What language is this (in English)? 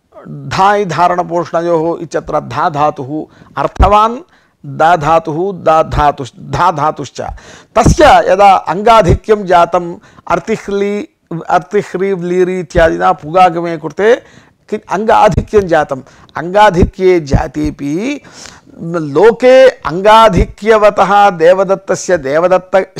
Sanskrit